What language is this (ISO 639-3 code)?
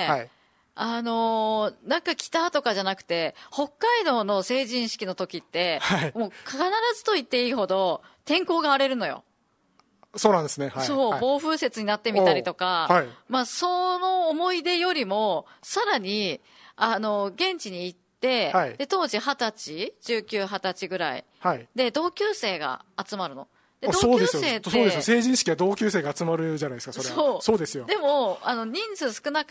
jpn